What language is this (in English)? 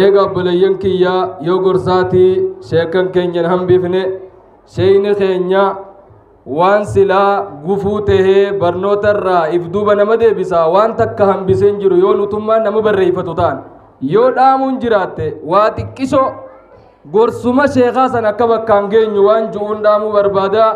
Oromo